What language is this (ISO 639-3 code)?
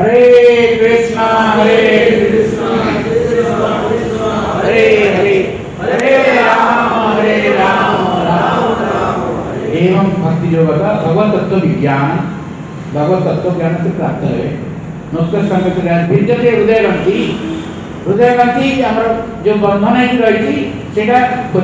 ori